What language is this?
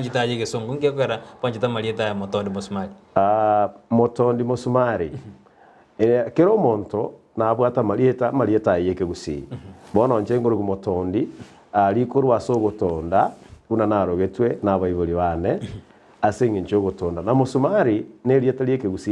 Gusii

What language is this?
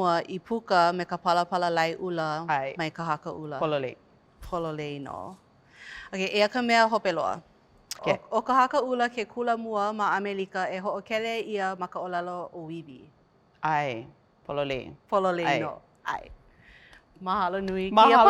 Hawaiian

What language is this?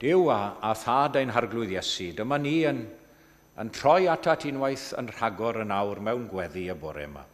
Welsh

